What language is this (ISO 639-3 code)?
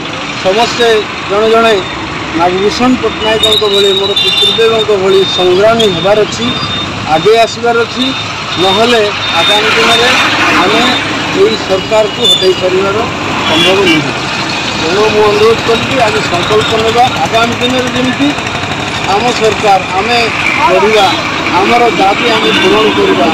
ori